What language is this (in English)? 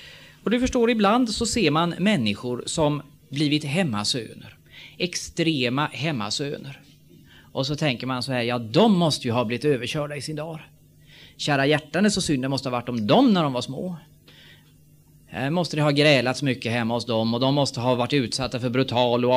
Swedish